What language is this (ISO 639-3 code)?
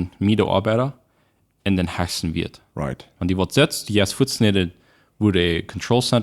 pdt